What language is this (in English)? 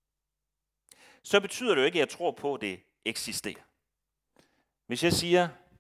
Danish